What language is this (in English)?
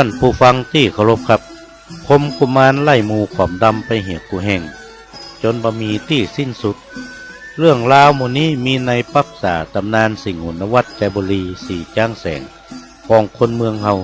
Northern Thai